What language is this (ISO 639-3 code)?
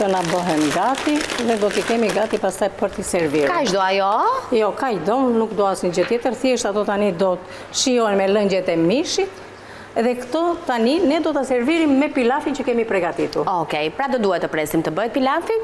sqi